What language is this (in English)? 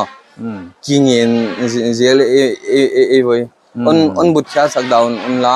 Paite Chin